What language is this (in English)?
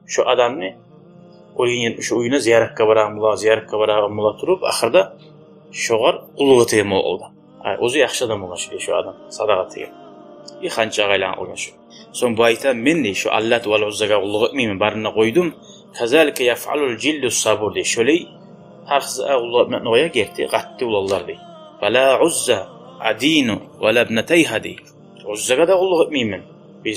Kumyk